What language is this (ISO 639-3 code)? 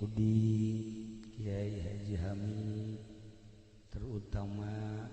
sun